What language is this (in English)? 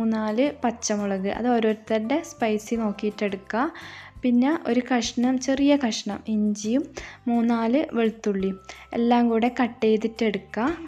Malayalam